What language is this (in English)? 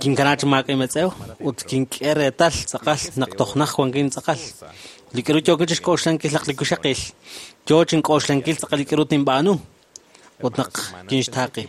Kekchí